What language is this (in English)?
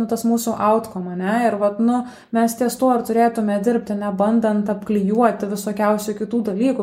Lithuanian